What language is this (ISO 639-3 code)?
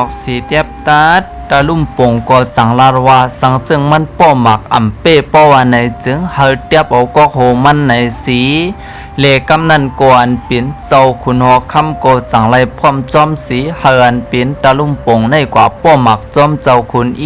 shn